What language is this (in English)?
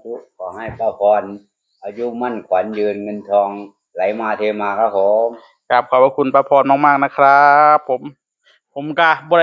Northeastern Thai